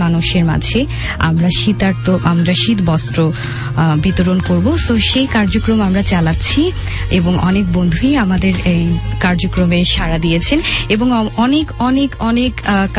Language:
Bangla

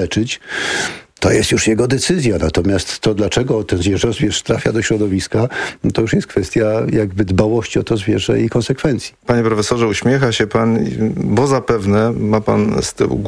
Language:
Polish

